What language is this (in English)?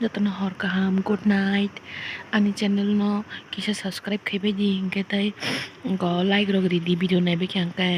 Kok Borok